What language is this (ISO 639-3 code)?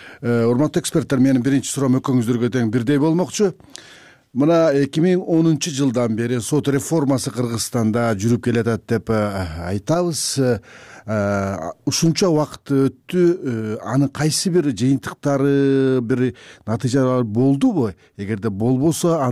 kir